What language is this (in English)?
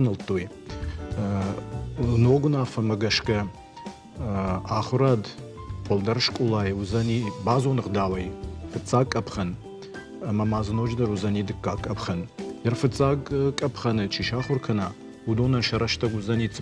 Ossetic